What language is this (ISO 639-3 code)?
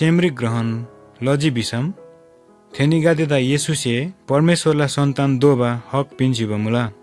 taj